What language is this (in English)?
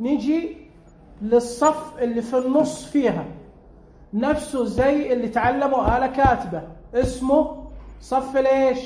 Najdi Arabic